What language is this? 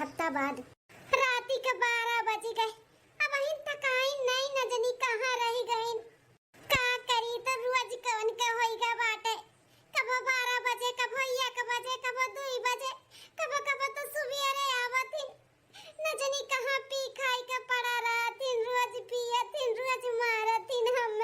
Awadhi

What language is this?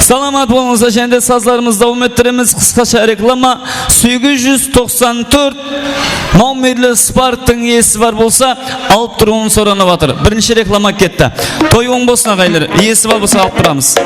Kara-Kalpak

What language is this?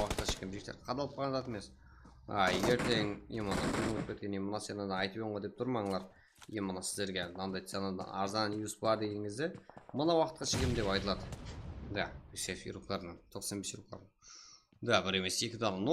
Kara-Kalpak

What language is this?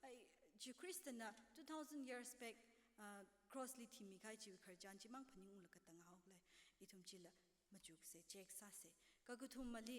Tangkhul Naga (India)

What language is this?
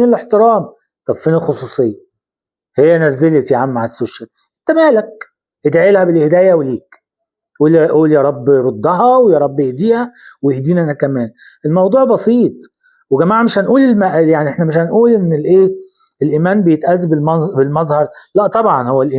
Egyptian Arabic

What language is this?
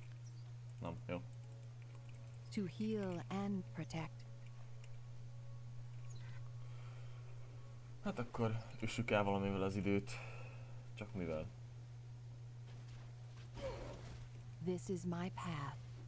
Hungarian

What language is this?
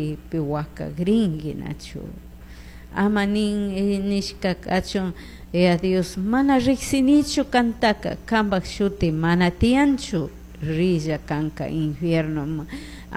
Chimborazo Highland Quichua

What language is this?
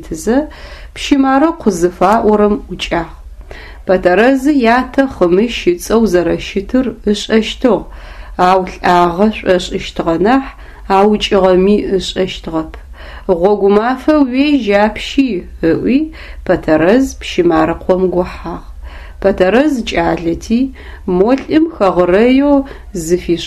Adyghe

